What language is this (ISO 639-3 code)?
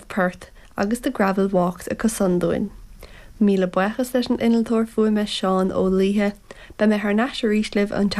gle